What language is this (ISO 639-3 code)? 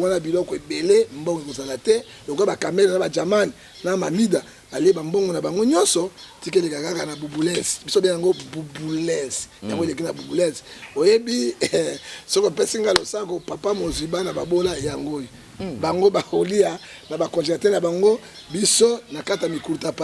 lin